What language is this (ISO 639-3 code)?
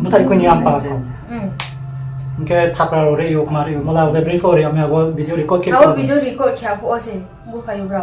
ria